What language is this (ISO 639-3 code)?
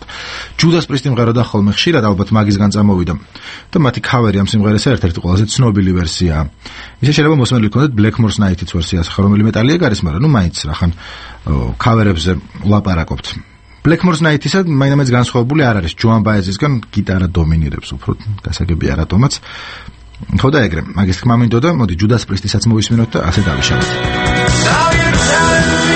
kat